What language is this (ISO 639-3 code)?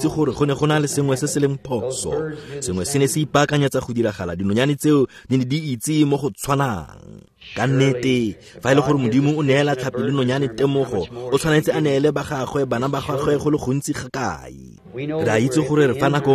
tsn